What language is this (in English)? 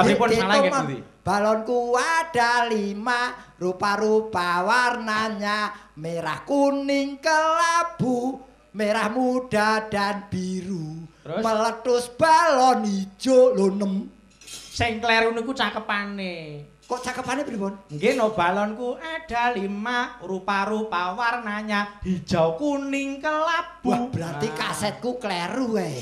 Javanese